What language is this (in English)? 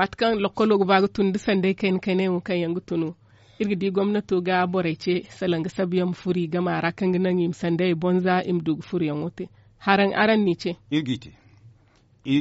Zarma